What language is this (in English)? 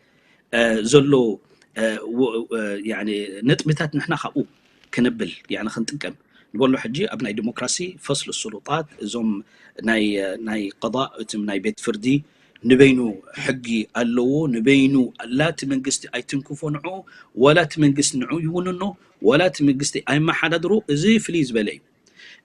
Tigrinya